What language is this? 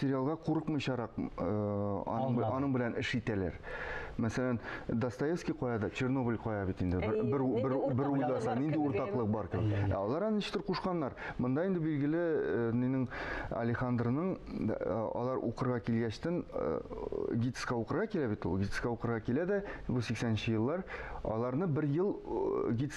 Tatar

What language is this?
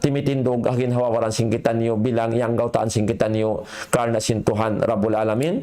Tausug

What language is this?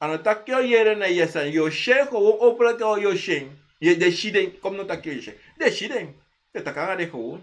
Sranan Tongo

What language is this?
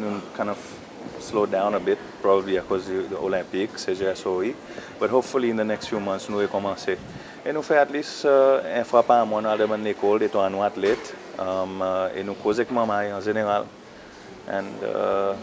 Seselwa Creole French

